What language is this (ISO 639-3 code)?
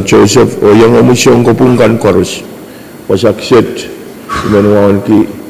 pon